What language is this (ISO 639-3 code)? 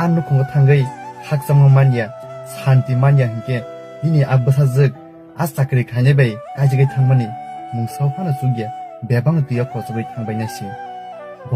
trp